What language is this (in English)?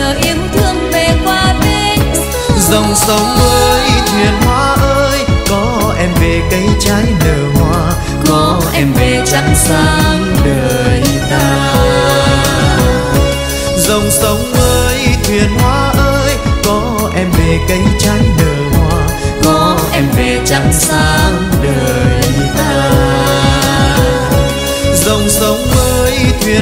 Vietnamese